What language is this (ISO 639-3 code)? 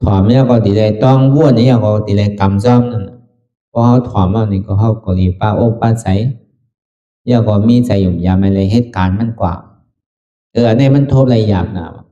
shn